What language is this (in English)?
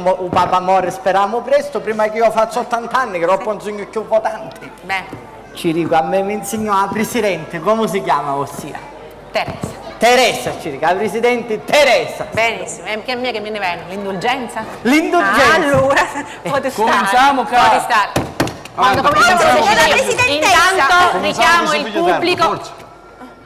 Sicilian